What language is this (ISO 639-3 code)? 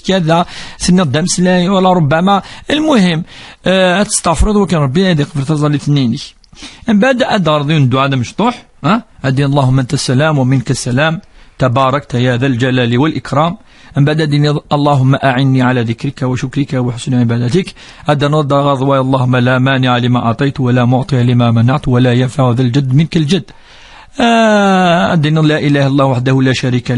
kab